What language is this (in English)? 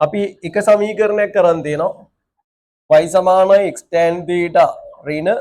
Sinhala